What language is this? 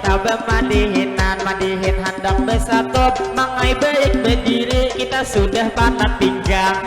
Banjar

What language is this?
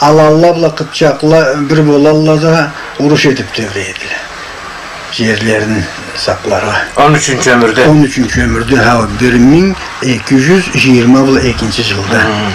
Karachay-Balkar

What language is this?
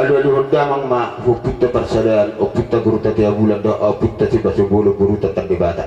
Batak Toba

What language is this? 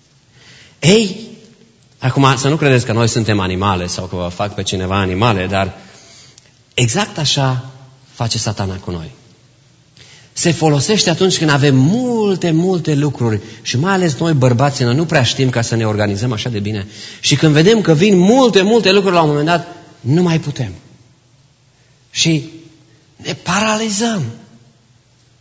Romanian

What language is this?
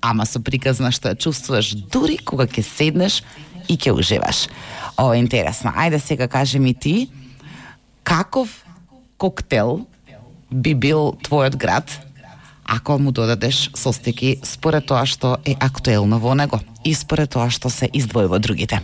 Macedonian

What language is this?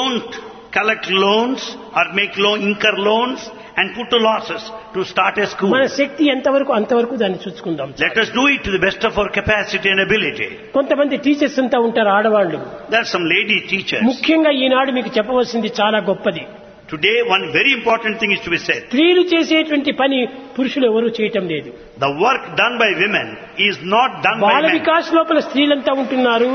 Telugu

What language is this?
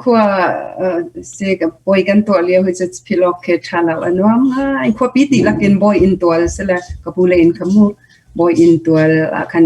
Hakha Chin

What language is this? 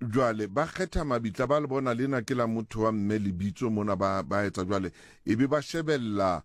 Southern Sotho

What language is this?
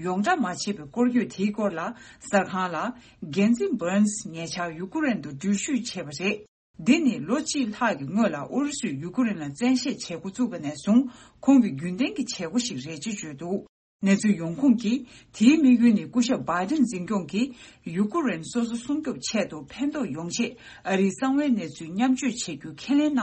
Tibetan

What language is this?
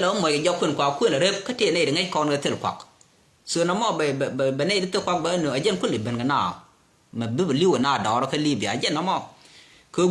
Nuer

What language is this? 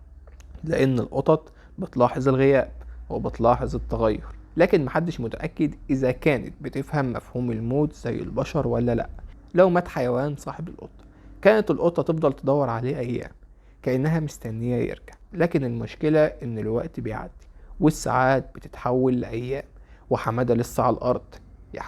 Egyptian Arabic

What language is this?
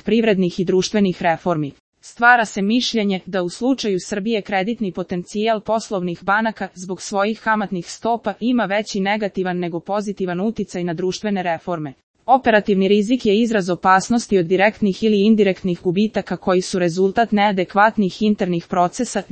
Serbian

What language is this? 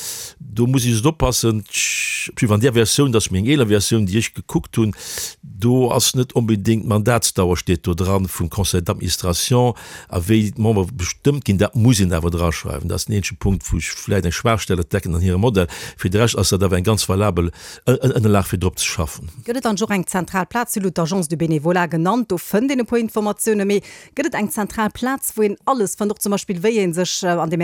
Luxembourgish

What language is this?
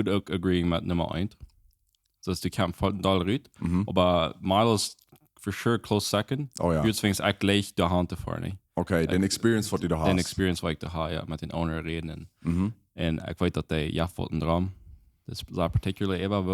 Plautdietsch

